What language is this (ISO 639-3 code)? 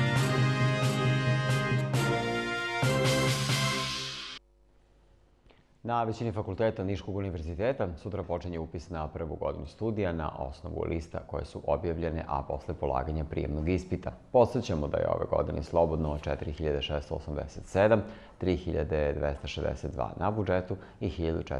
srp